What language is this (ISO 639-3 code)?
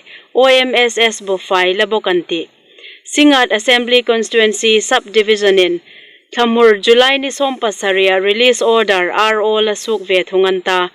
hmr